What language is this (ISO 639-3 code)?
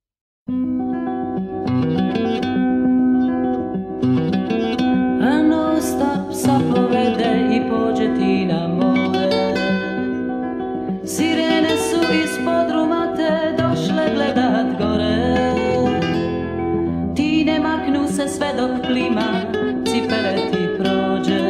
hrv